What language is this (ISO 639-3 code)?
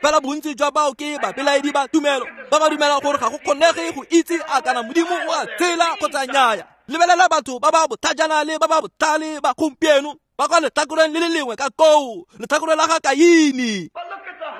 tsn